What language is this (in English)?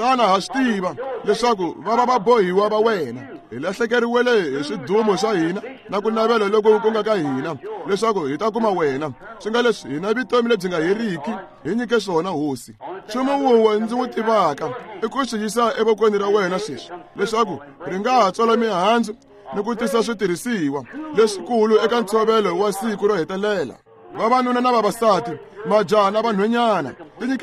Tsonga